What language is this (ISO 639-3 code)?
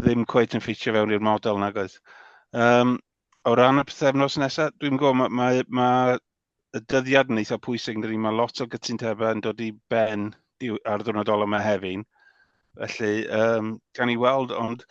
cym